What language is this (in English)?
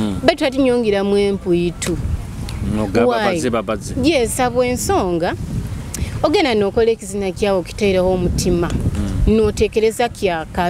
Nyoro